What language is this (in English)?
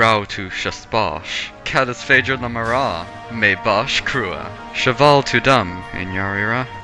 Irish